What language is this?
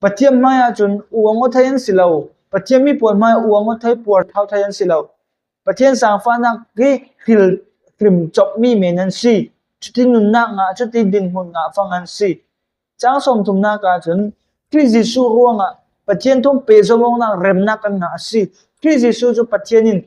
Falam Chin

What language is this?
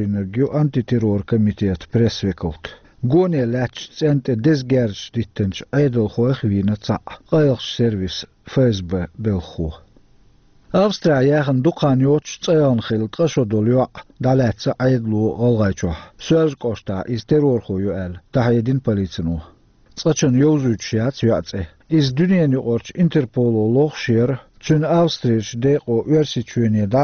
Chechen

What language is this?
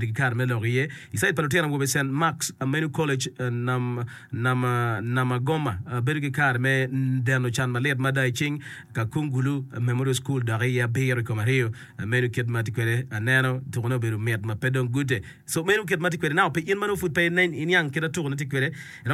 Acoli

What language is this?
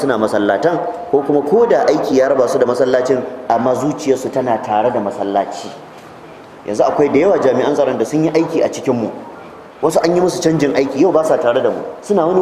Hausa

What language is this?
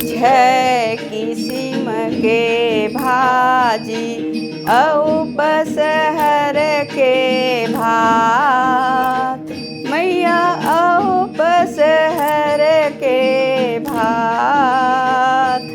Chhattisgarhi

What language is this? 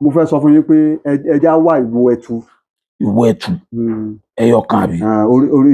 Yoruba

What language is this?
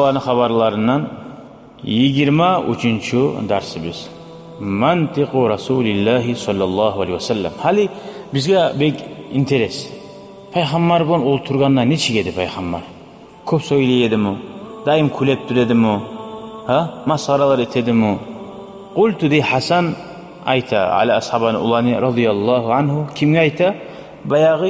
Kumyk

